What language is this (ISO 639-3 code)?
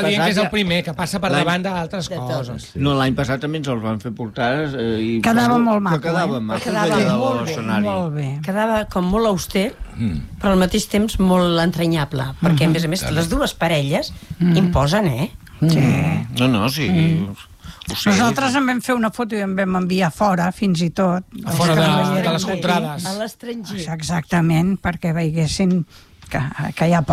cat